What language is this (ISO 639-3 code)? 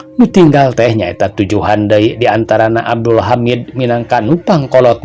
sun